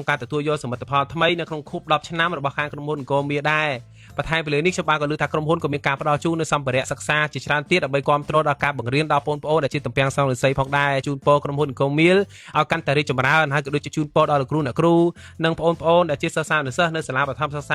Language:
Khmer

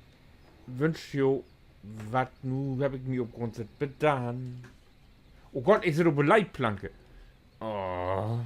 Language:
Low German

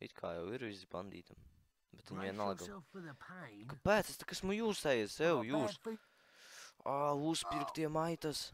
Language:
Latvian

